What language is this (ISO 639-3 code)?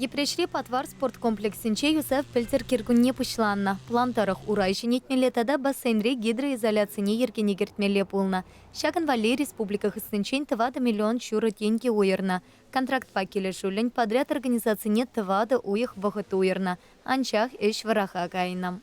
chv